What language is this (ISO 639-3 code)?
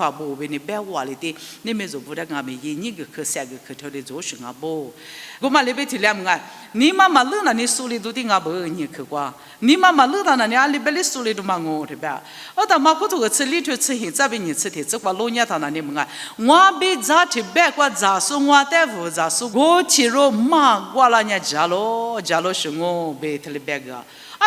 lis